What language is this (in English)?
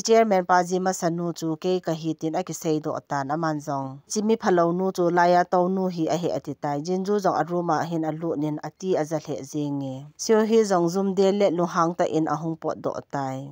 Thado Chin